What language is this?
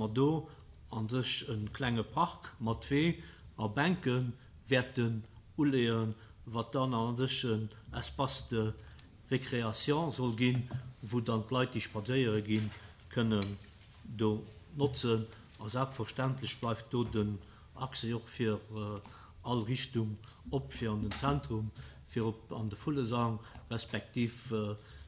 Luxembourgish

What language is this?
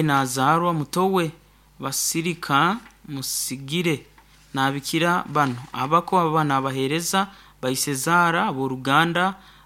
Nyoro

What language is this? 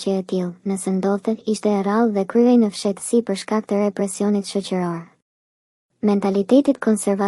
Albanian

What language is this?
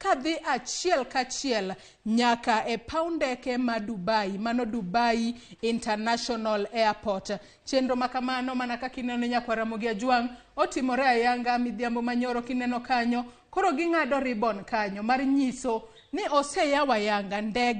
Luo (Kenya and Tanzania)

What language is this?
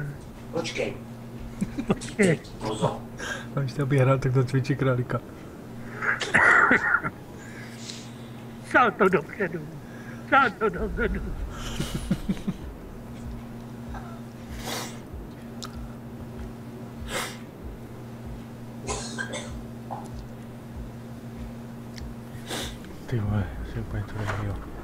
Czech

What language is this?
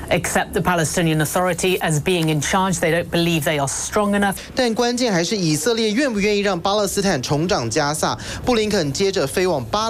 Chinese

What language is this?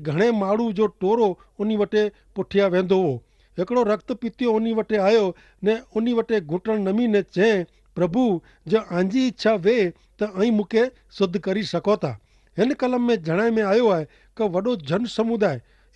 Kachhi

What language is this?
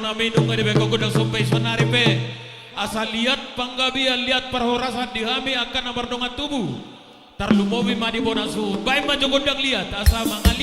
Batak Toba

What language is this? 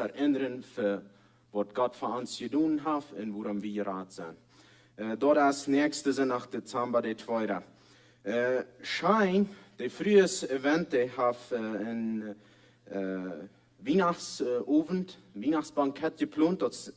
Plautdietsch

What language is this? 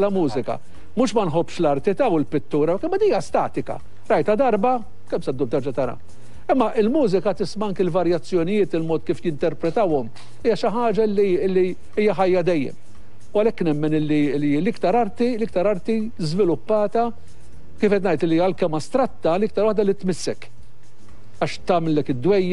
Maltese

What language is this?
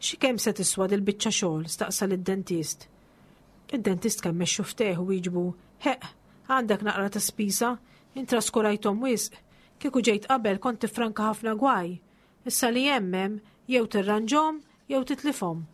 Maltese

